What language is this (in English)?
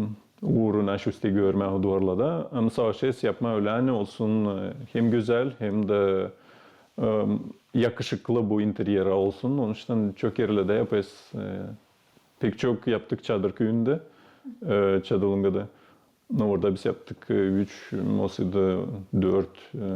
Gagauz